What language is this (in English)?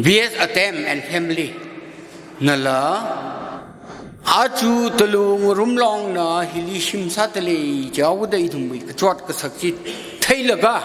Tangkhul Naga (India)